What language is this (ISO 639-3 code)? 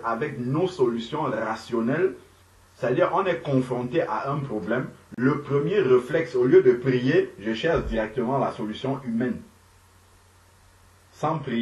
fra